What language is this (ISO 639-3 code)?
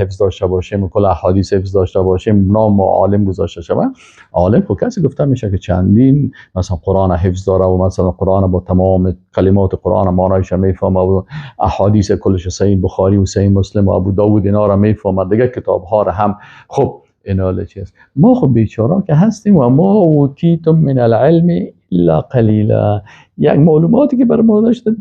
fas